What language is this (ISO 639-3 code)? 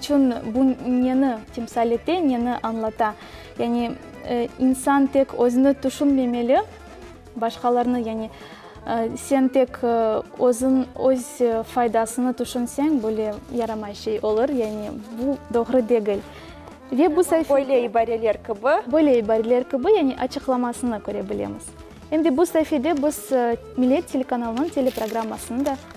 crh